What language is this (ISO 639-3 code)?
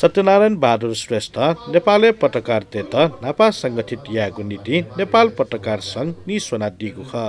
new